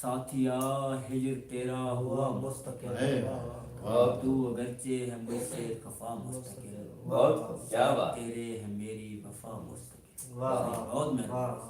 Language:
Saraiki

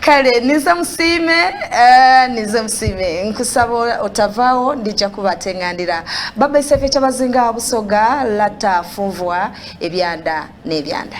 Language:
Soga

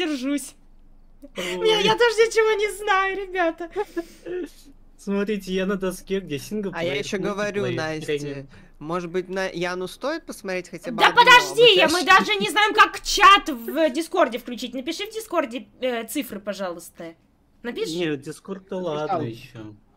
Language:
Russian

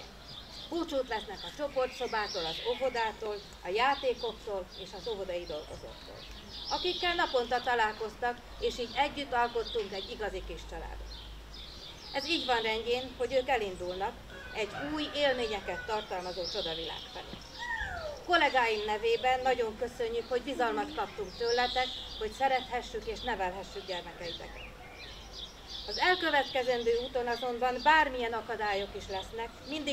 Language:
Hungarian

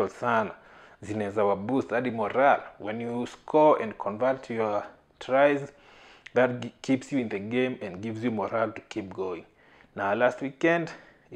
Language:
Swahili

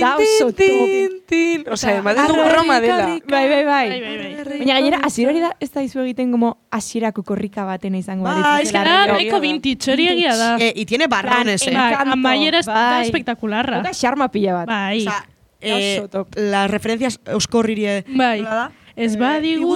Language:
Basque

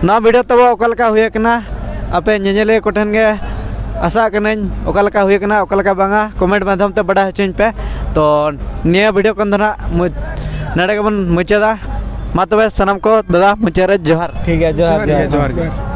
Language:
Santali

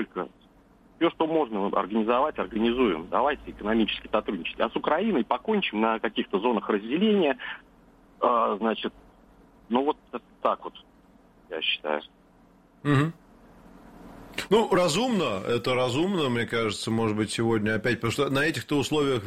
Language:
Russian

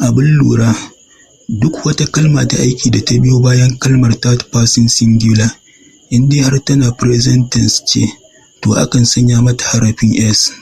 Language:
Hausa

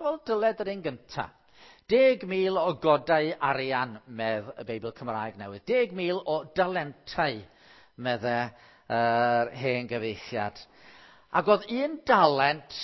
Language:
Welsh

